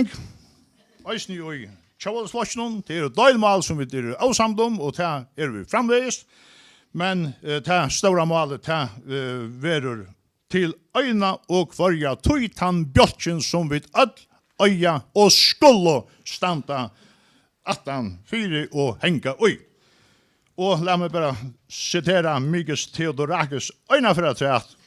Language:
Faroese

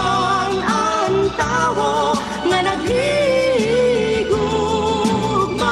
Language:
Waray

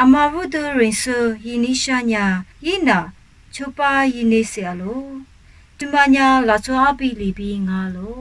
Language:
Lisu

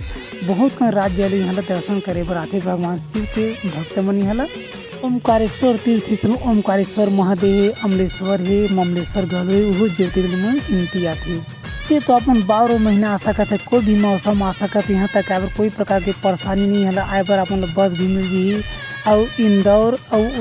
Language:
Chhattisgarhi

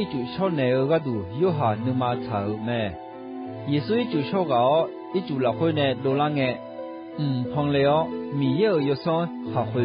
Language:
Akha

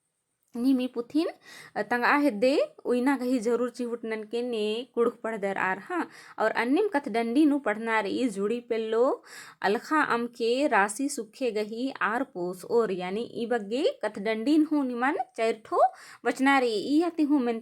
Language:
Kurukh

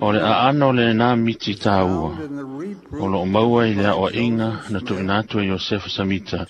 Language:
Samoan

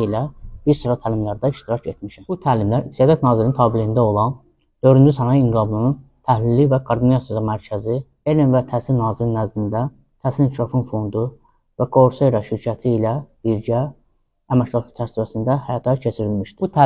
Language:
Azerbaijani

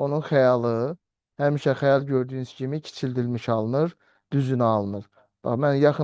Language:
Azerbaijani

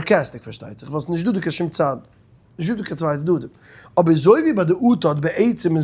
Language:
Yiddish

